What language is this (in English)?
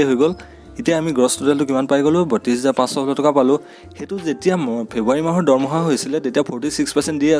Assamese